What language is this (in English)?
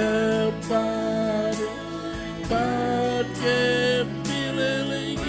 Marshallese